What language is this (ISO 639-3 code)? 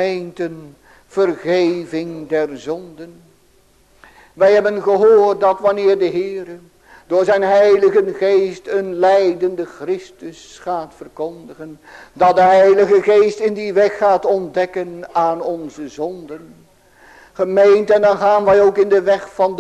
nld